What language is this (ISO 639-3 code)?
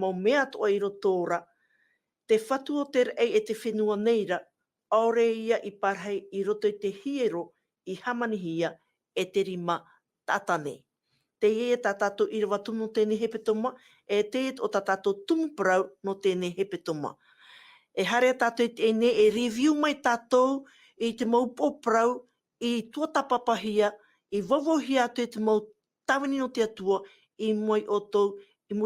tah